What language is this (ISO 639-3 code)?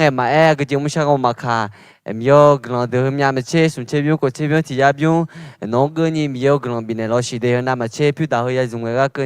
ahk